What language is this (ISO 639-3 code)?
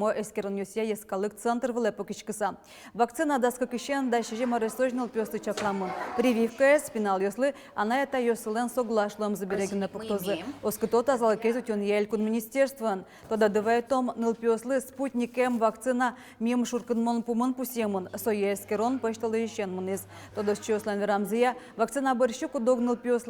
udm